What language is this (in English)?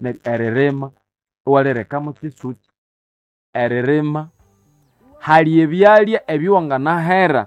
Nande